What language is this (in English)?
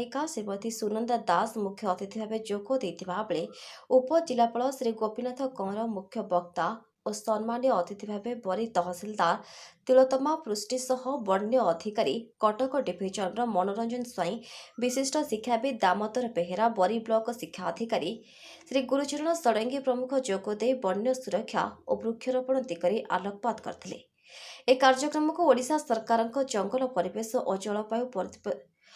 Odia